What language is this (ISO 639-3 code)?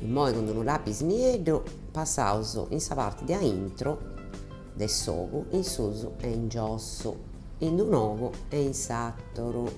srd